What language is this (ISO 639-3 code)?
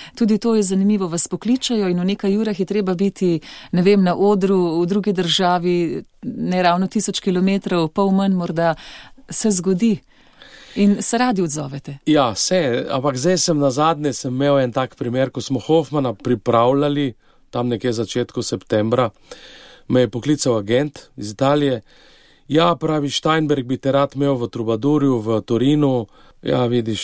slv